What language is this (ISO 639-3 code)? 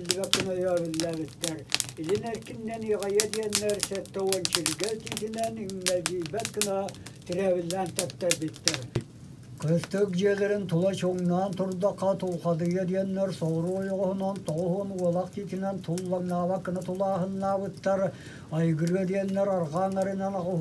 sah